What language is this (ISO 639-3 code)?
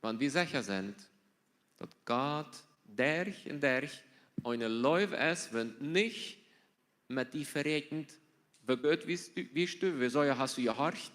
pdt